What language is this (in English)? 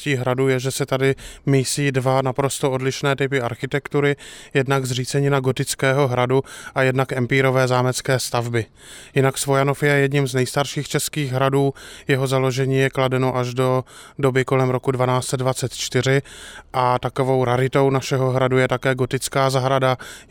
Czech